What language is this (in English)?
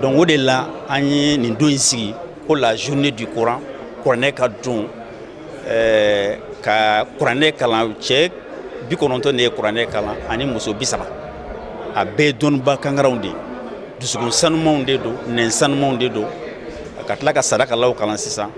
Bambara